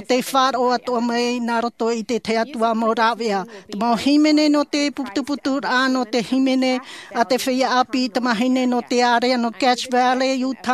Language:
Tahitian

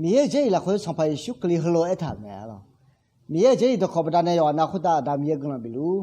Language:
Akha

